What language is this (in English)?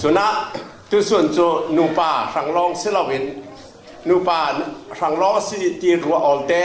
Falam Chin